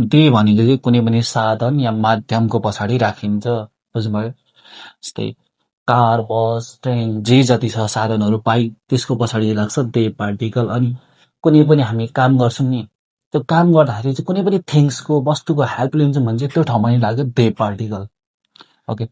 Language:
Nepali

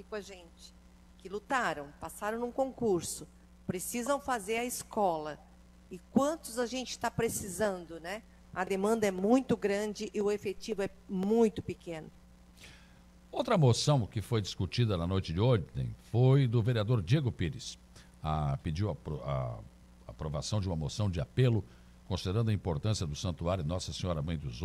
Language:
Portuguese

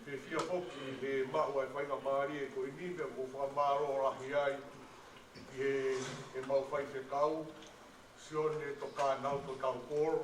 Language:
Tongan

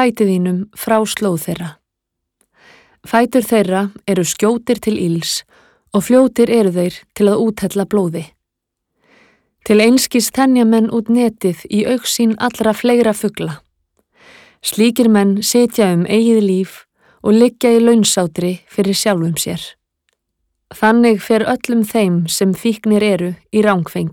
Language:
Icelandic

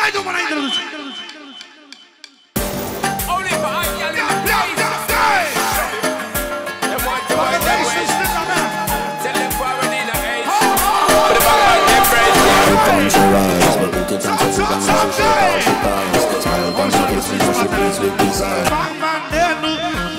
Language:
Romanian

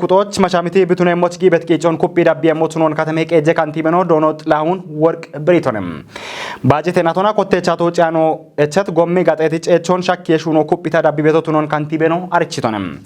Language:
Kafa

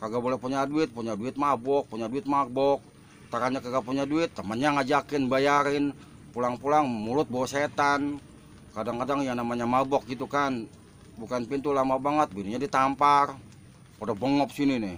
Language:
Betawi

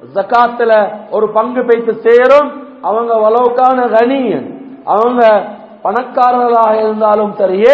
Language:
Tamil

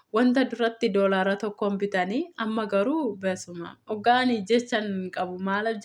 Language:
Oromo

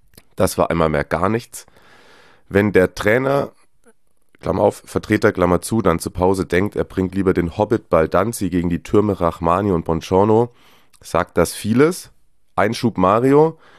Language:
German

